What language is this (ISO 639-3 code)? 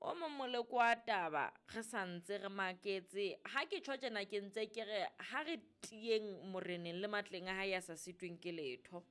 sot